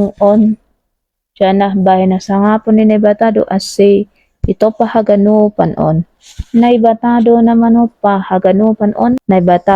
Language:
Batak Simalungun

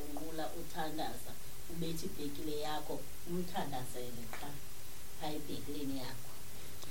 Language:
Xhosa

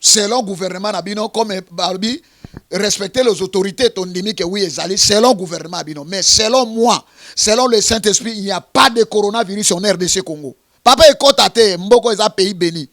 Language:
Lingala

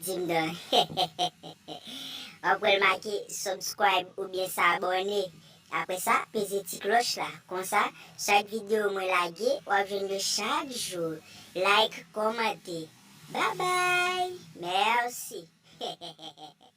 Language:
Haitian Creole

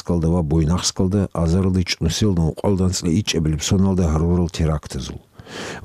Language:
Avaric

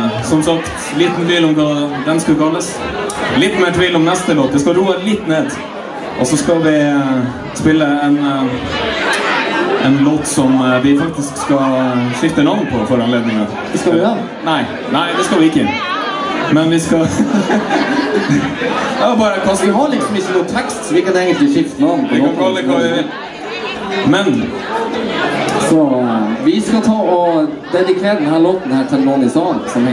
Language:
Norwegian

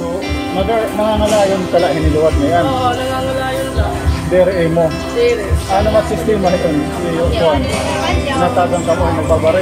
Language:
Waray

